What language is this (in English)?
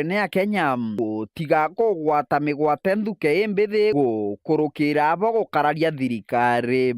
Meru